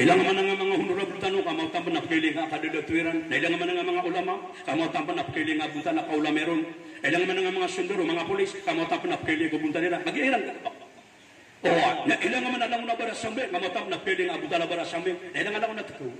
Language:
Maranao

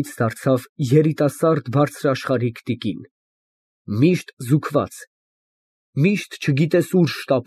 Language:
Armenian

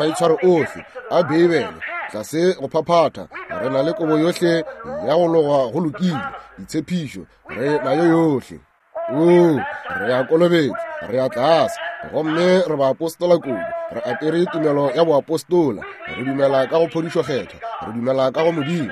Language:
Northern Sotho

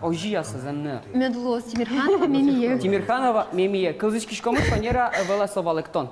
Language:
Udmurt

